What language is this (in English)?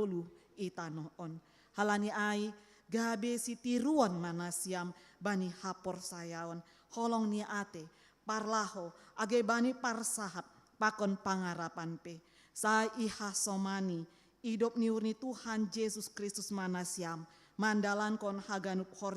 Batak Simalungun